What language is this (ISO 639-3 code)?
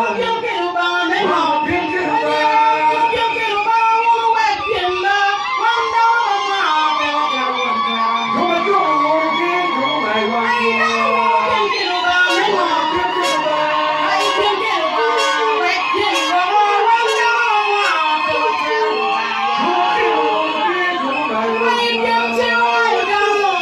ach